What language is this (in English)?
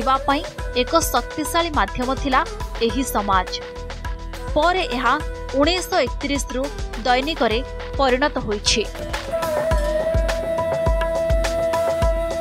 Odia